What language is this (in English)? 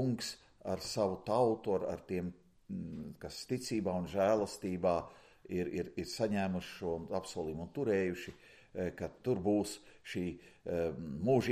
Latvian